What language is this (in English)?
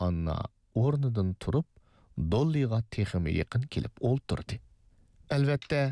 Uyghur